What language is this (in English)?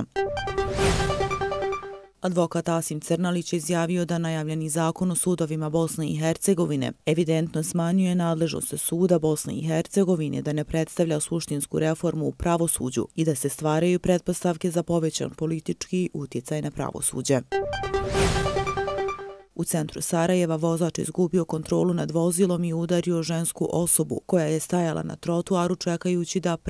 Bosnian